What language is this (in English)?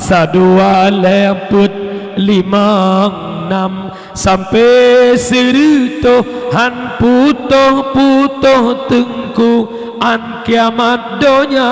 Achinese